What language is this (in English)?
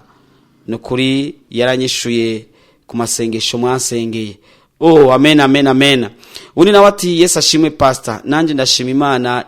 Rundi